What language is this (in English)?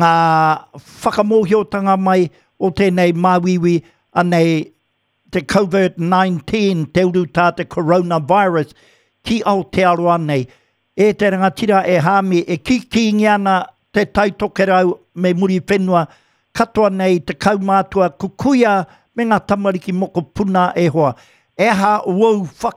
Māori